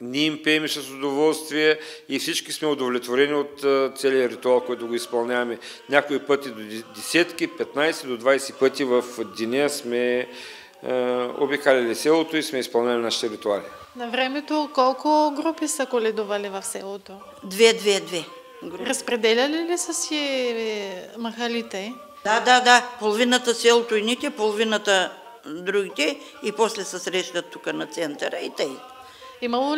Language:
Bulgarian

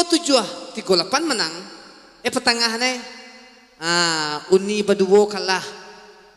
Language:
Minangkabau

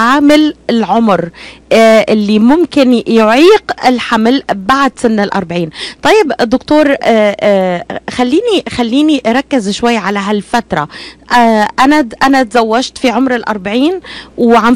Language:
North Levantine Arabic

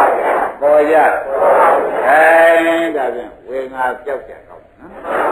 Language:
Burmese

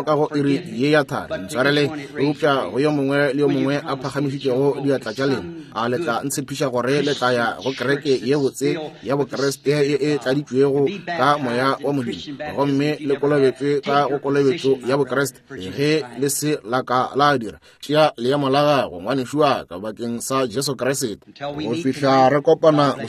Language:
Northern Sotho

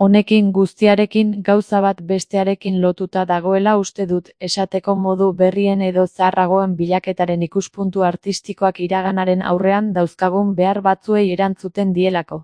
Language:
Basque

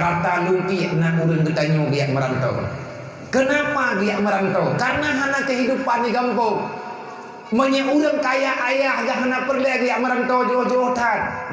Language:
Achinese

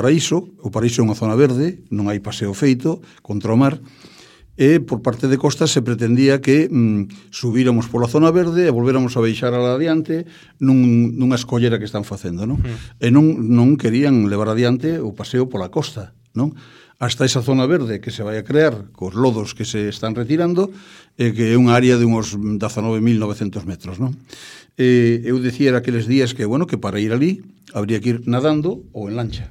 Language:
Galician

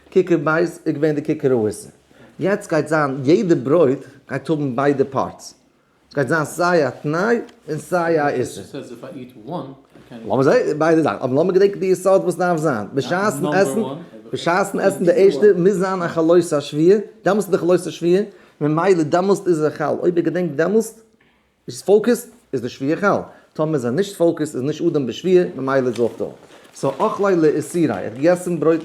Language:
Yiddish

